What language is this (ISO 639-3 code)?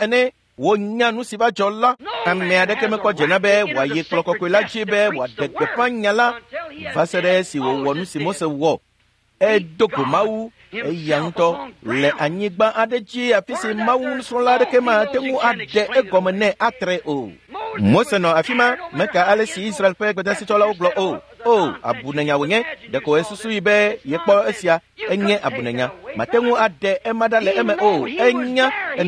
ewe